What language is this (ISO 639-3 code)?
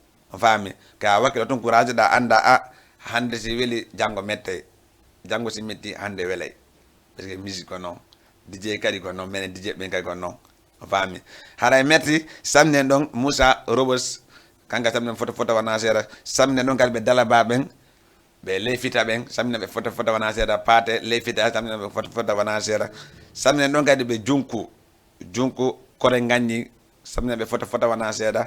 ful